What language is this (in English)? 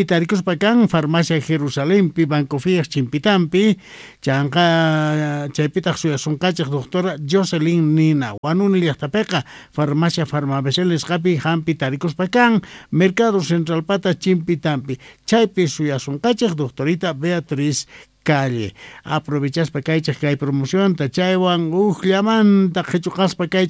South Bolivian Quechua